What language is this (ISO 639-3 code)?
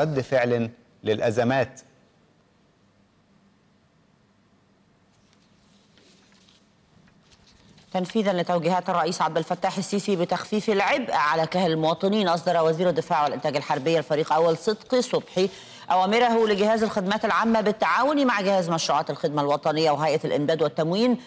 ara